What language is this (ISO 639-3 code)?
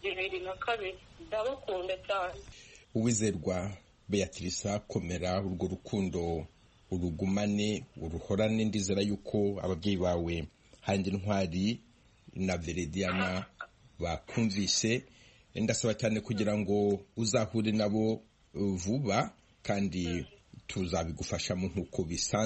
kin